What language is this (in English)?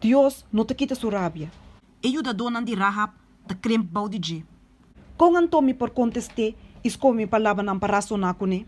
Papiamento